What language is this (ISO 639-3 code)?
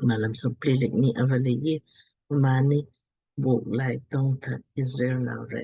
lmk